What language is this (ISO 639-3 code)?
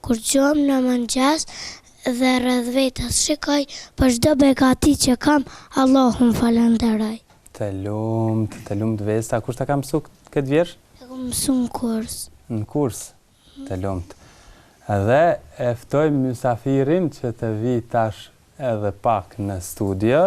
sqi